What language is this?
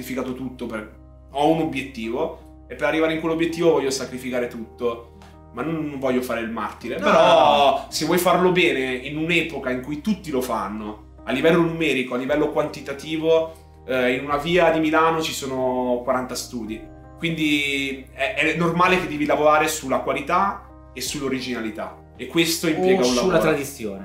Italian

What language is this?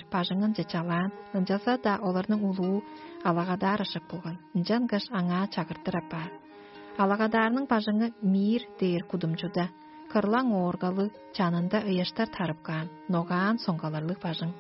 Tuvinian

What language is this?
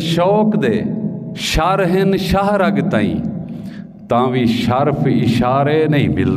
Saraiki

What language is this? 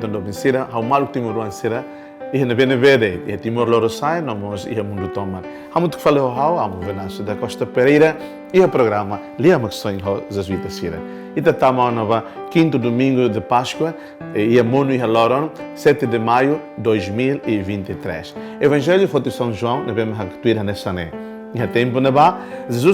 Tetum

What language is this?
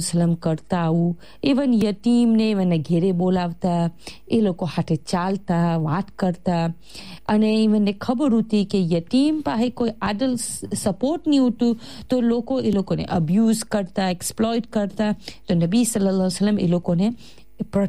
Gujarati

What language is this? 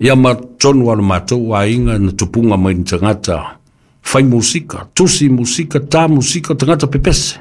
Samoan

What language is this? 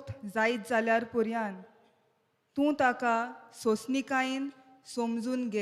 Konkani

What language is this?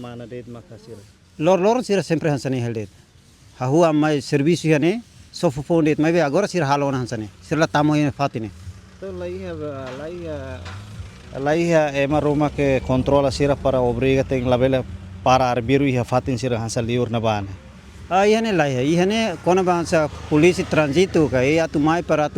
Tetum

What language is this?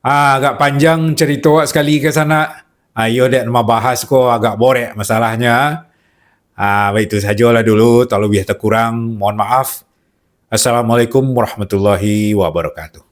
Minangkabau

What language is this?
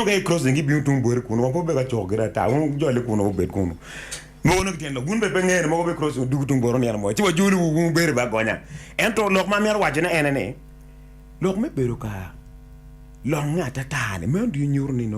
Acoli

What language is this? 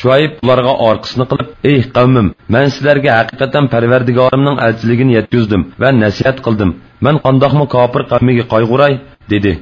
Uyghur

